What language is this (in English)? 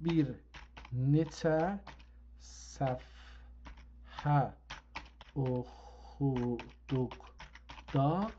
South Azerbaijani